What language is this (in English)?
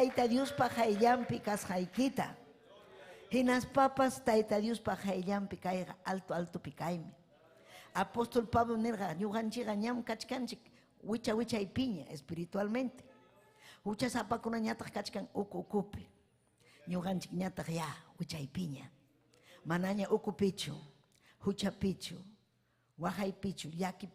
Ayacucho Quechua